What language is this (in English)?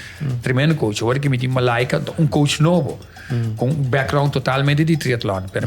Papiamento